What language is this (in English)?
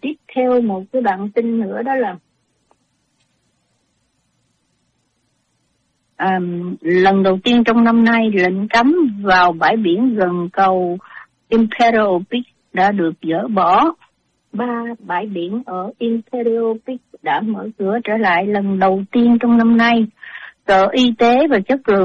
Vietnamese